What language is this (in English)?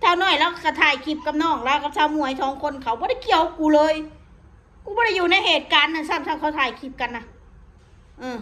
Northeastern Thai